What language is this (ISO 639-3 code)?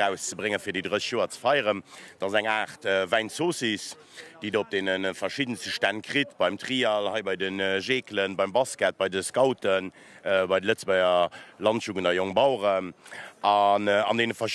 ltz